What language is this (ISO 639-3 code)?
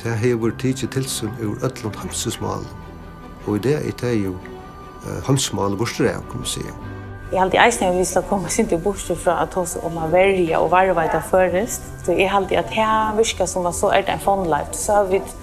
fao